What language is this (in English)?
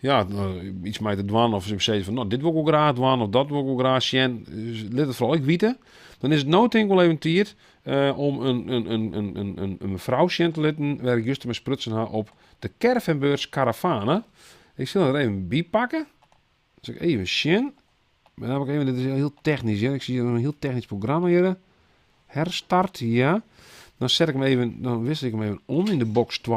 Western Frisian